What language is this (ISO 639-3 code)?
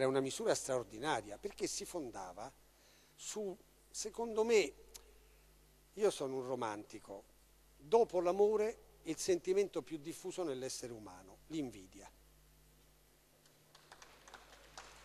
ita